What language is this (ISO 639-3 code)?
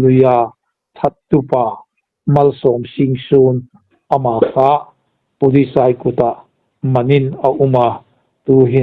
hmr